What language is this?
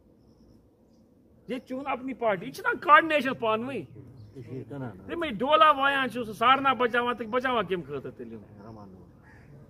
Kashmiri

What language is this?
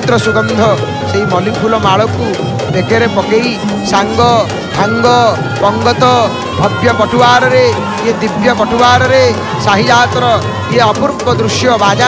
Odia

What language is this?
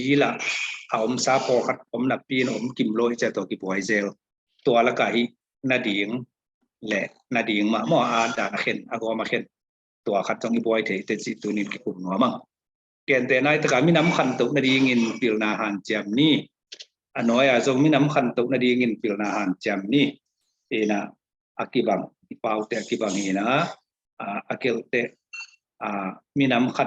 Tedim Chin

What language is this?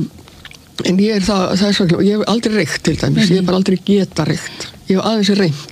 Icelandic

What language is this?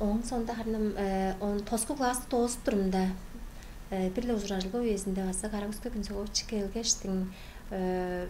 Tuvinian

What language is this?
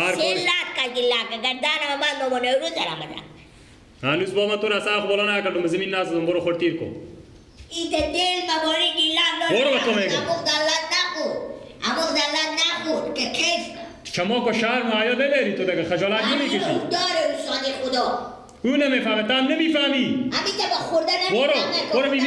Persian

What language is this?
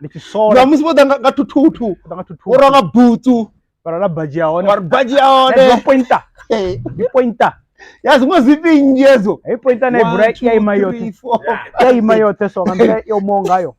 Venda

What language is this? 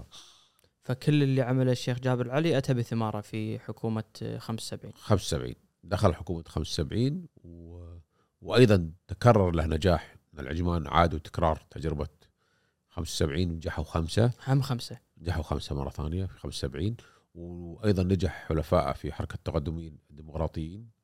Gulf Arabic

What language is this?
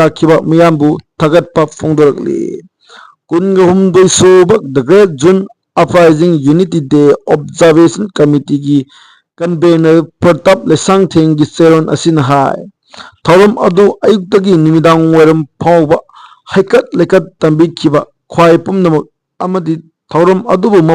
Manipuri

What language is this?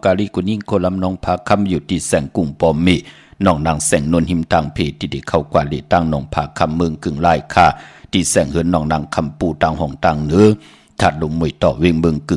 Shan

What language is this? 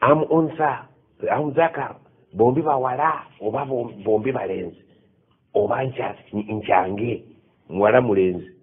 Ganda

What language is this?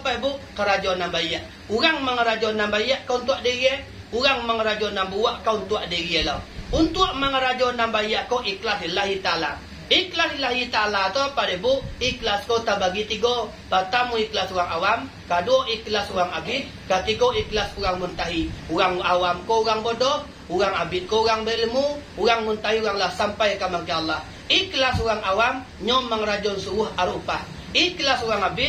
Minangkabau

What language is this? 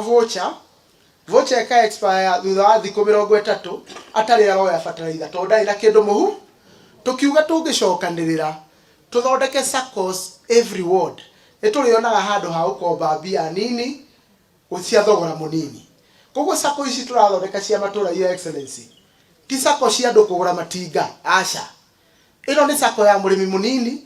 Kikuyu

